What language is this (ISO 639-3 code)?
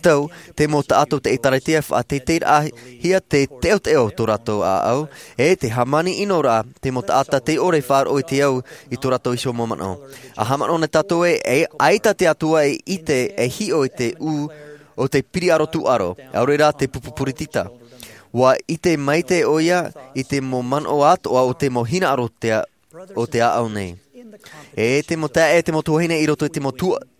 tah